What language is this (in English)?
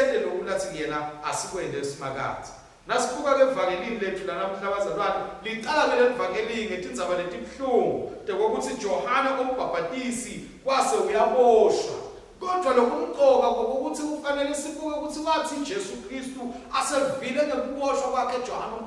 Swati